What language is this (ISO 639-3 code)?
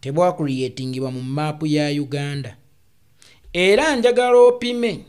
lug